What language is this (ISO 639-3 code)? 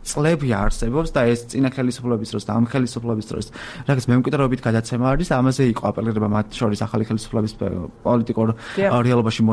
kat